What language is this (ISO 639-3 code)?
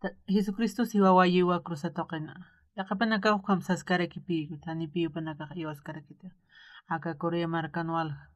aym